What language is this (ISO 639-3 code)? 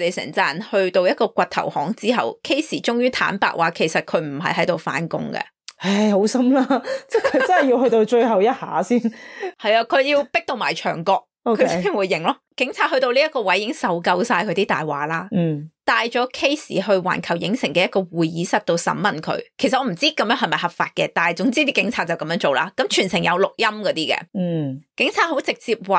yue